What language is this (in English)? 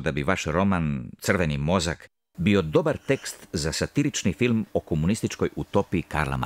Croatian